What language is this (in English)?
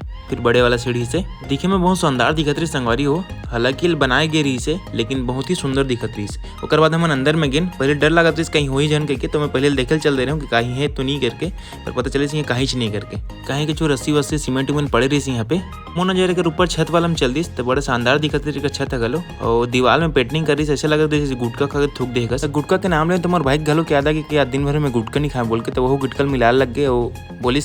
Chhattisgarhi